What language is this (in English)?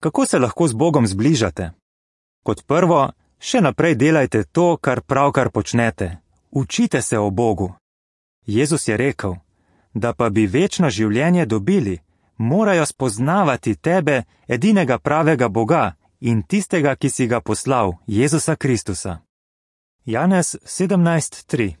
Slovenian